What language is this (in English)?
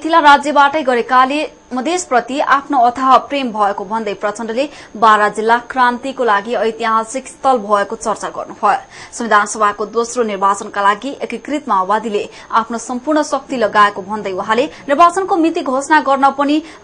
Nepali